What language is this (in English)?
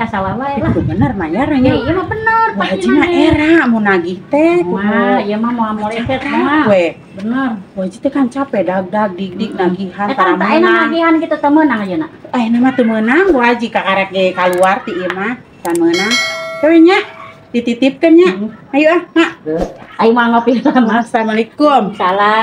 Sundanese